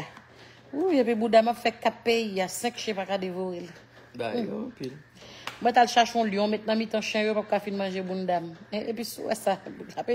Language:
Haitian Creole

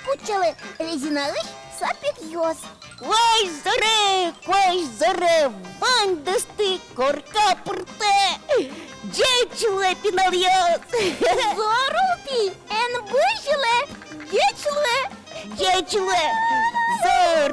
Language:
Udmurt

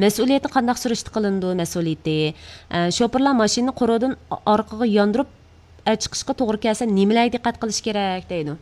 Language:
Uyghur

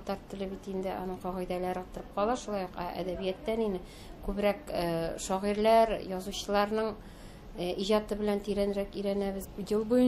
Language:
Tatar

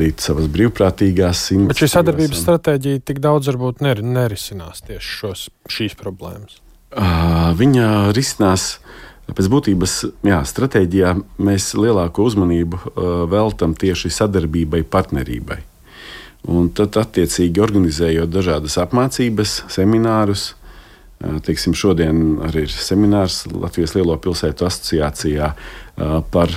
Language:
Latvian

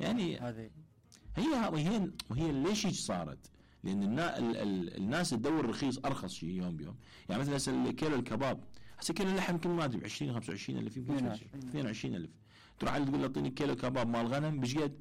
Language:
Mesopotamian Arabic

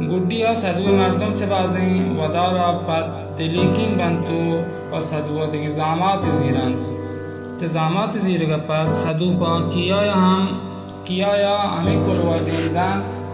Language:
Baluchi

